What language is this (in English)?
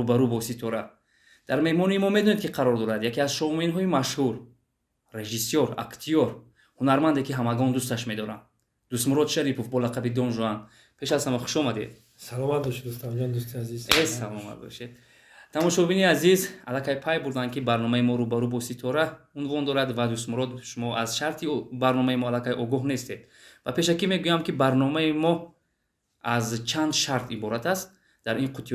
Tajik